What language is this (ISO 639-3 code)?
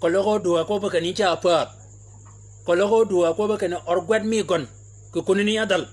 shk